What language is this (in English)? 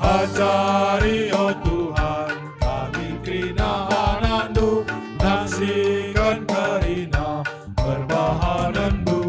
Batak Karo